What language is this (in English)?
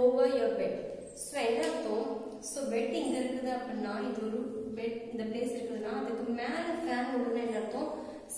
Tamil